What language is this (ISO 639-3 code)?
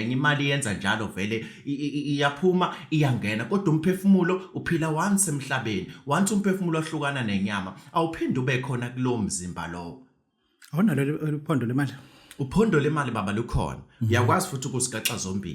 zul